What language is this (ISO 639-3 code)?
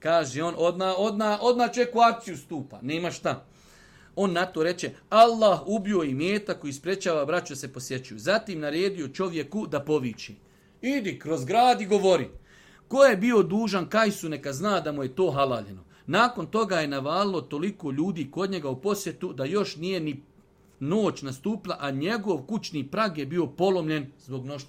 bos